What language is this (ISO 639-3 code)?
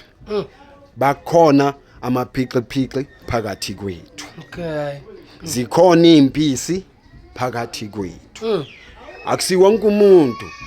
zul